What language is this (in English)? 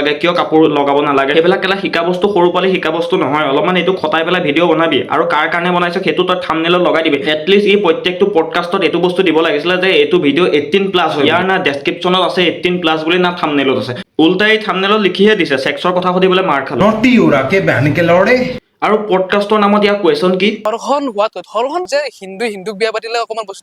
Assamese